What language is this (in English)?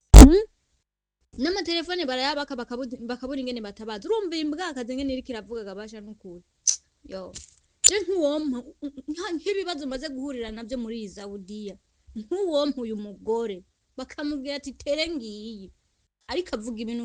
Rundi